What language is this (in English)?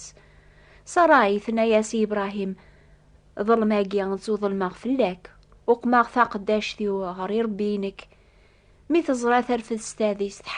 Kabyle